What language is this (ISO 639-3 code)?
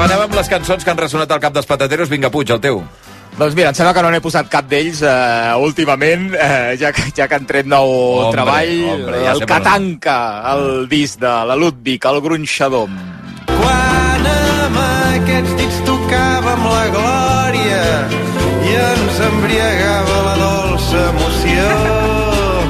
cat